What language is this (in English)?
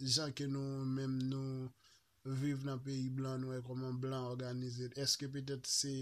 Haitian Creole